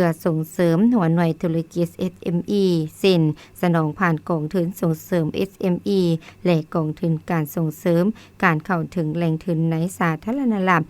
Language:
Lao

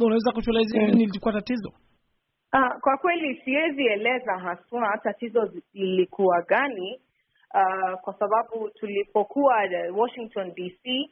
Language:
Swahili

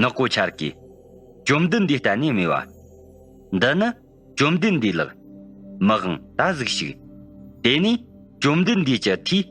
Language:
Tibetan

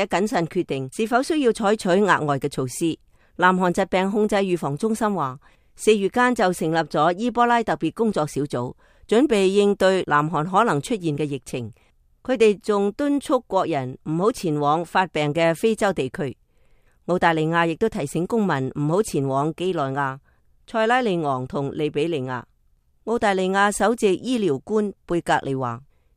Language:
Cantonese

